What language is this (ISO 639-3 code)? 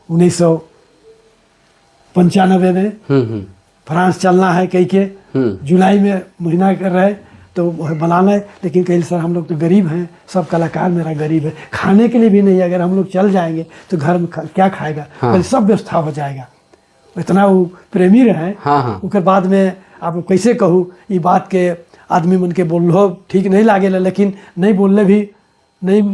sck